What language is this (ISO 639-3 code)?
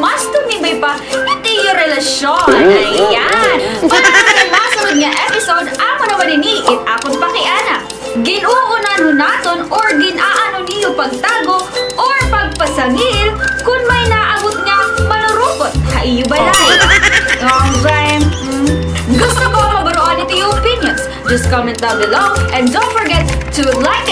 war